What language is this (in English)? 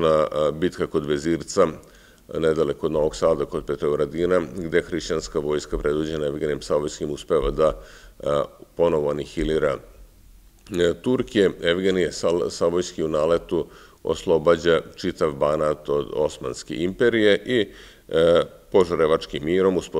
Serbian